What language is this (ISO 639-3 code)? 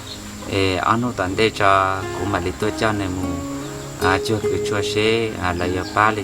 hmn